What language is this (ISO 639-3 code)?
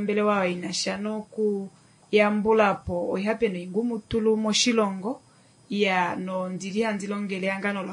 kua